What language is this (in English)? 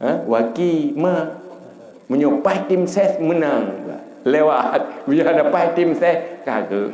Achinese